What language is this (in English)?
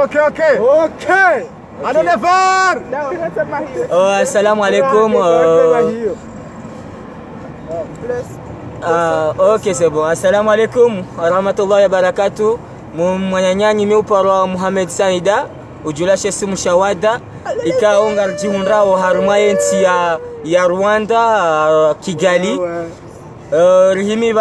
Swahili